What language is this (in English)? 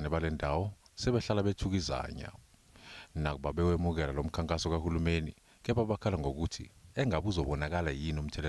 Zulu